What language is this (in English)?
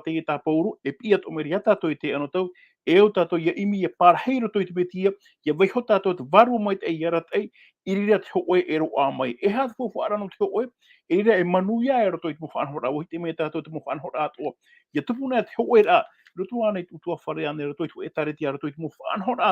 Tahitian